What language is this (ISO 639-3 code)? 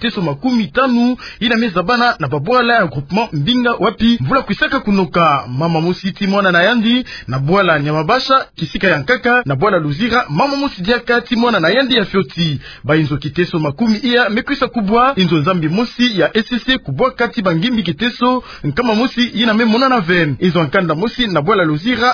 ktu